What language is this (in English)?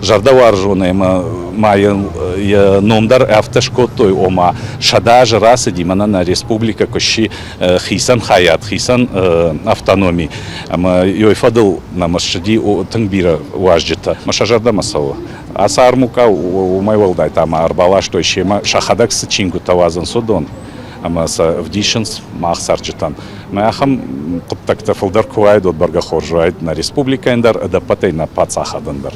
Ossetic